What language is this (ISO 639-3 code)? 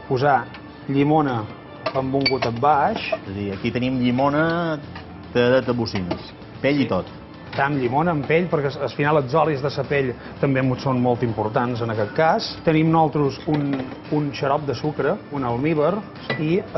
cat